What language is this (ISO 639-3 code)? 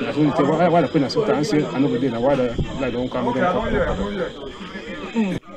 wes